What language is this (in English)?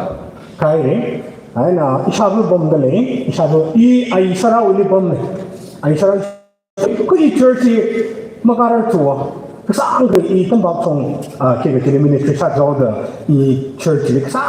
Tangkhul Naga (India)